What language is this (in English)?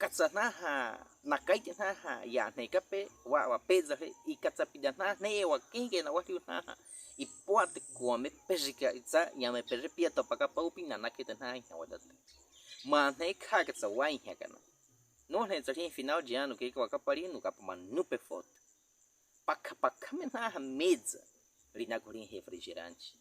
Baniwa